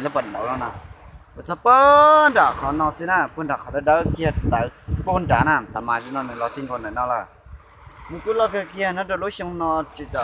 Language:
Hmong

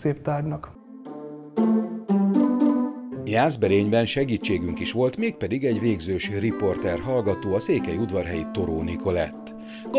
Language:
Hungarian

